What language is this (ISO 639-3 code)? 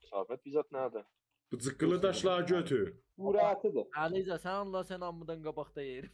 azb